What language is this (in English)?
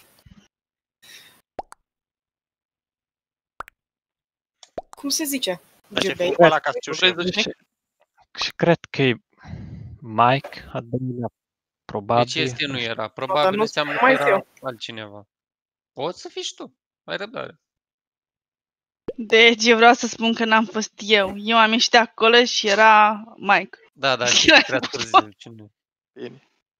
Romanian